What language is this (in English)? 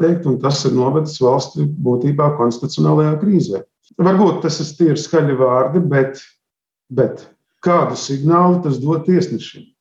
Latvian